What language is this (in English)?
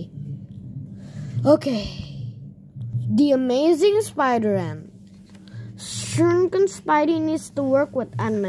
Indonesian